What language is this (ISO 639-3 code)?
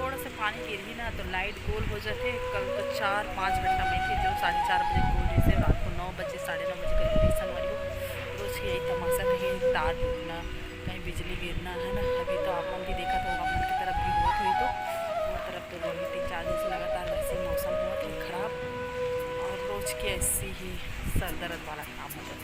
hne